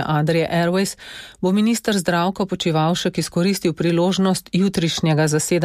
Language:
Slovenian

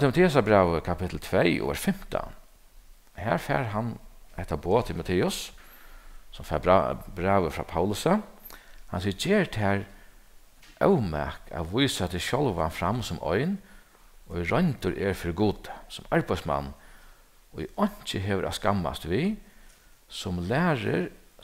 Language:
Faroese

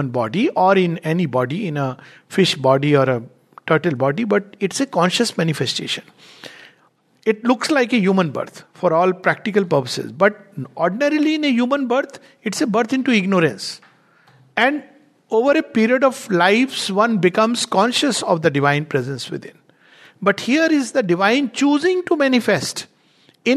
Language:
English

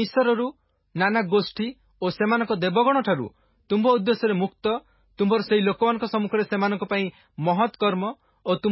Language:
Odia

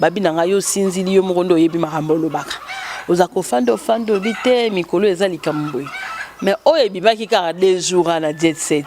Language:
Lingala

